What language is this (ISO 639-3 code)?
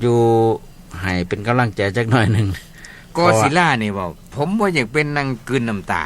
tts